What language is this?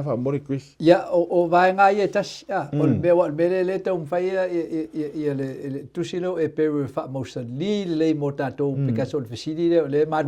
Samoan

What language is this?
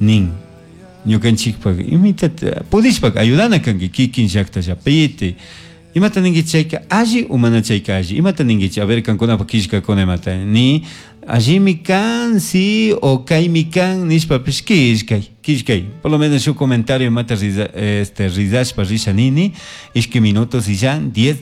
Chimborazo Highland Quichua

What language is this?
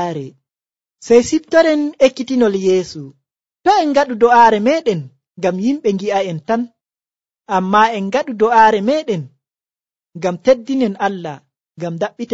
Nigerian Fulfulde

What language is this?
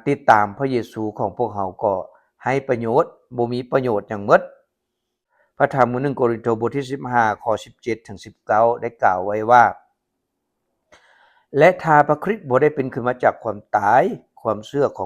Lao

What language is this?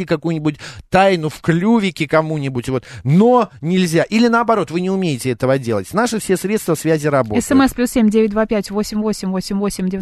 Russian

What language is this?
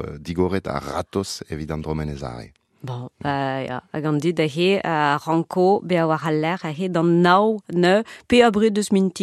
Breton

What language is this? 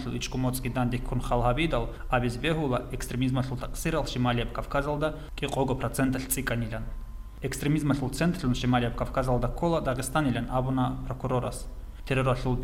Avaric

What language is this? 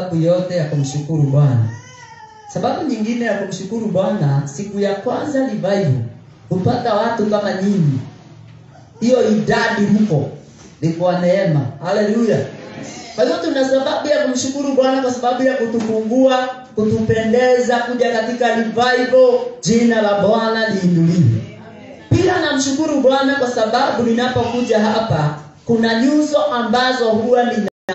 Swahili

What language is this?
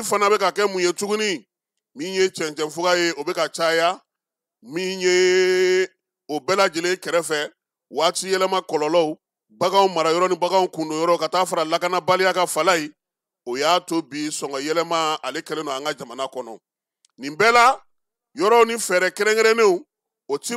Bambara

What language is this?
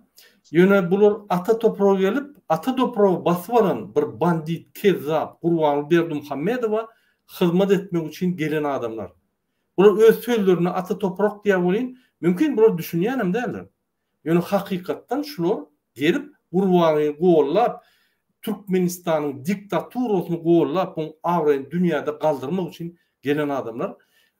Turkmen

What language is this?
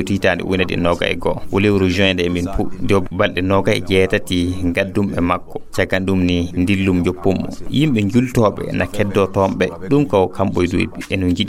Fula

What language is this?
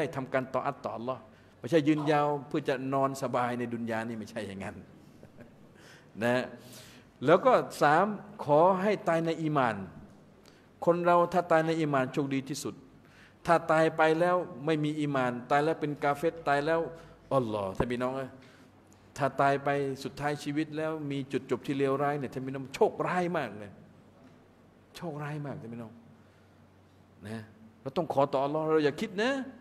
Thai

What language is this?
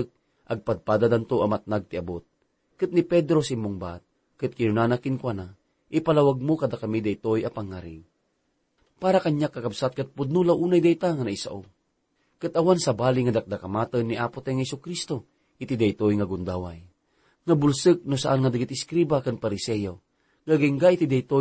Iloko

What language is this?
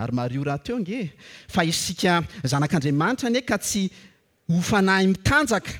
Malagasy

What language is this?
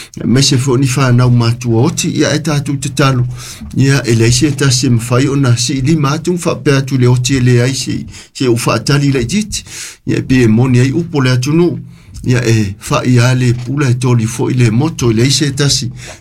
Samoan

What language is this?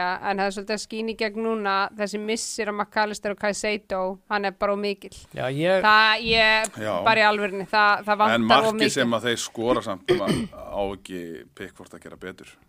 Icelandic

